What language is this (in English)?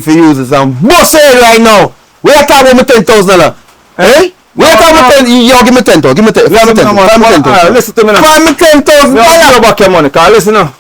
Jamaican Creole English